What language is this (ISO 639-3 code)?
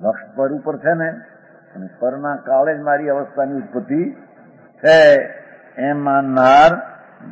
guj